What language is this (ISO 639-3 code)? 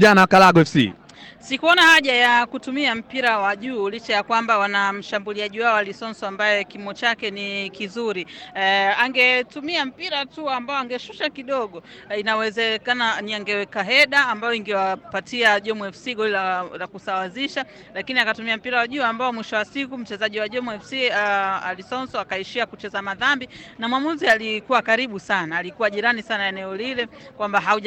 swa